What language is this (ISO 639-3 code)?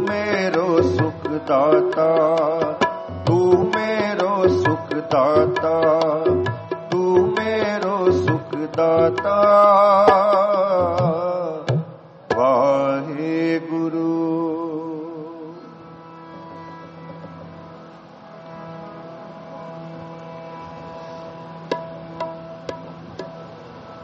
pan